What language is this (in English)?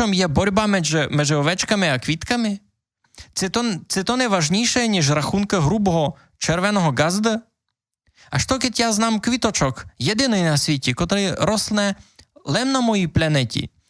Rusyn